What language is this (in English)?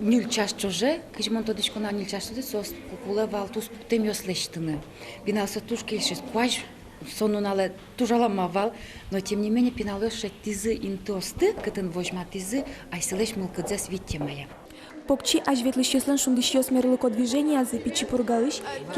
Udmurt